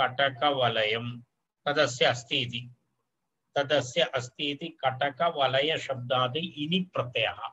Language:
Sanskrit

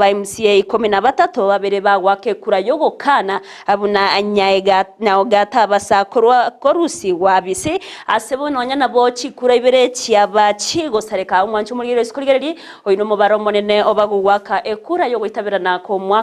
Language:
Gusii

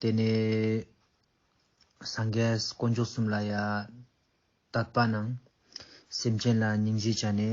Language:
Ladakhi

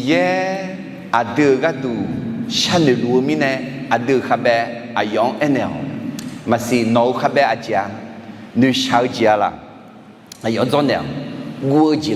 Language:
Akha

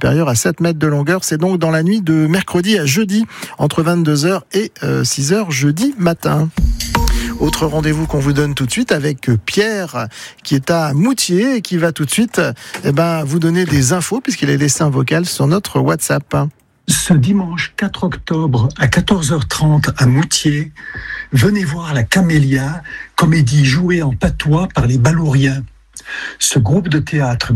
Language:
French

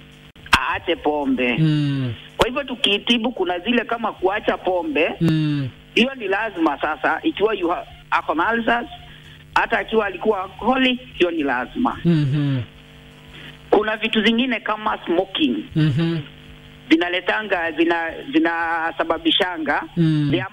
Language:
Swahili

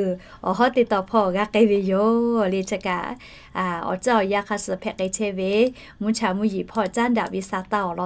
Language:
Lahu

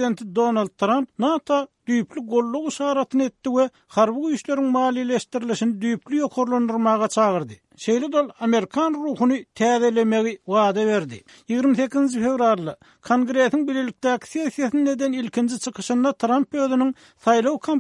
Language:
Turkmen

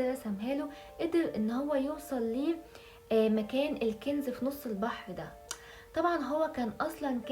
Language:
Egyptian Arabic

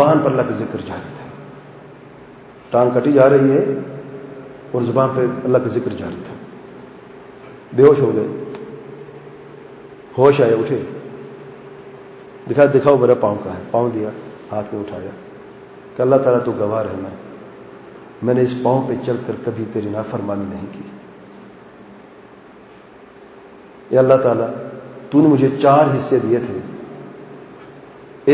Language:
Urdu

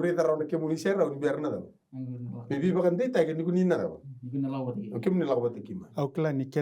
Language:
Fijian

